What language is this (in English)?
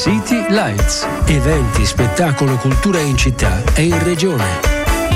Italian